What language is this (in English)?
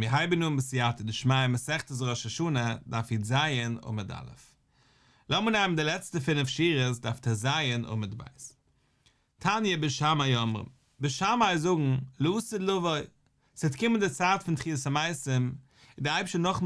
Yiddish